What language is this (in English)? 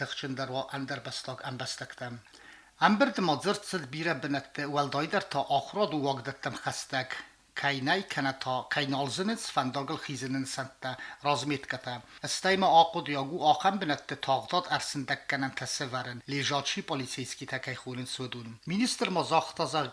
Ossetic